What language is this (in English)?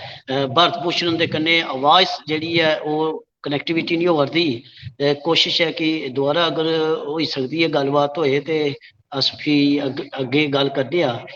Dogri